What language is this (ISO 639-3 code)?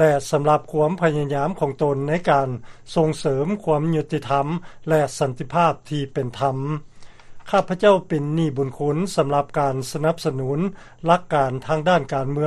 lao